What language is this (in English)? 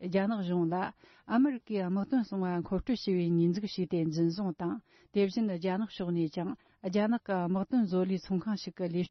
Tibetan